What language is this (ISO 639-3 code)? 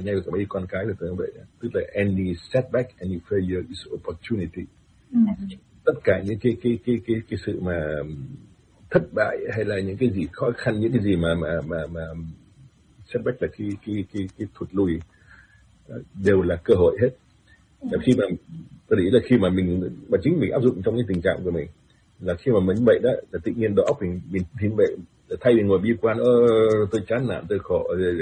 vie